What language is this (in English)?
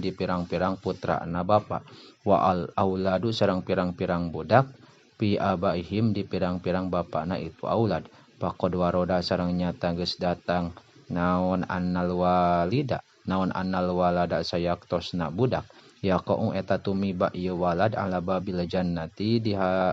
Sundanese